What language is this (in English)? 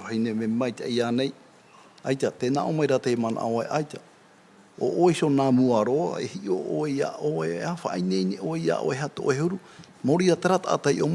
Tahitian